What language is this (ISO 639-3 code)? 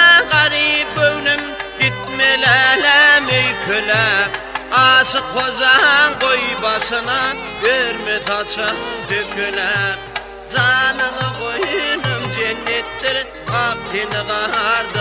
tuk